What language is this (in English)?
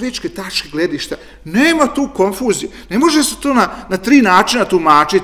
Serbian